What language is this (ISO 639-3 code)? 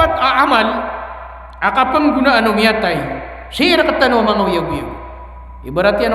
mrw